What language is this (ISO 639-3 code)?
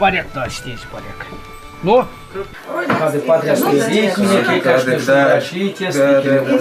myv